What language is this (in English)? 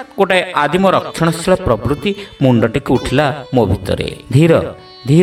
Odia